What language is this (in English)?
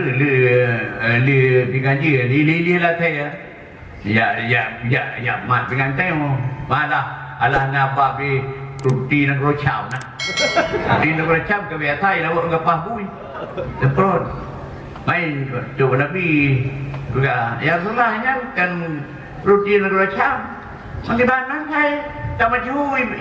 Achinese